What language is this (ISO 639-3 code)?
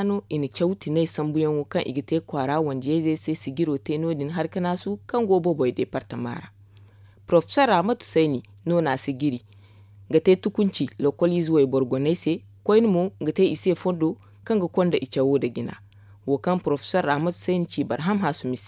dje